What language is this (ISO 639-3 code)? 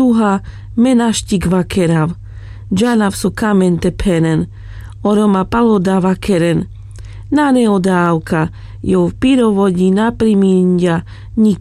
rmc